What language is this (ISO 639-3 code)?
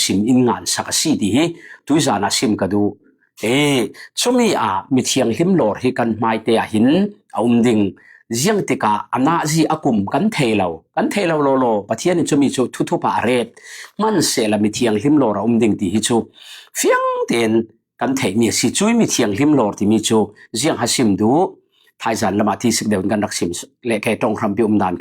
cfm